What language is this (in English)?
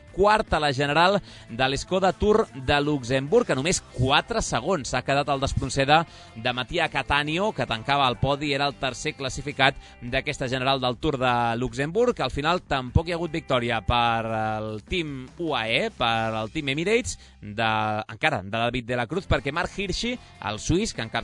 Catalan